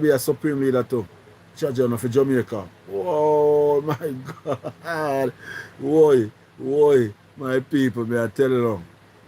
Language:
Jamaican Creole English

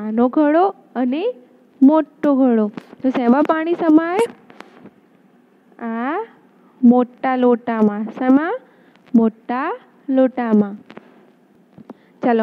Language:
Gujarati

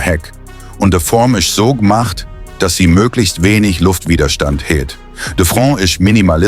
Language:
Swiss German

